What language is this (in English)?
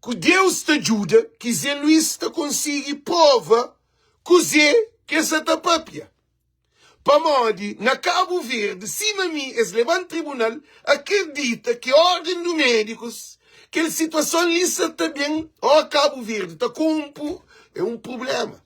Kabuverdianu